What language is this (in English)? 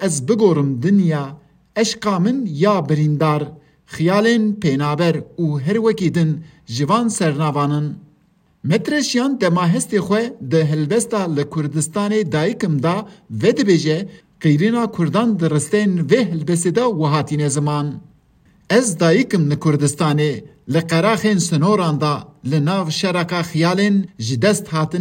Kurdish